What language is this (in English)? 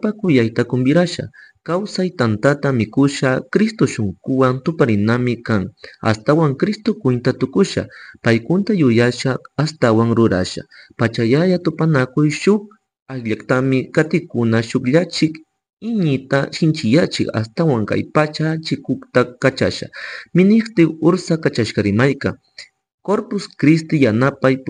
Chimborazo Highland Quichua